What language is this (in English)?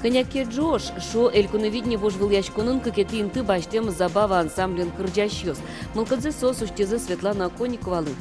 Udmurt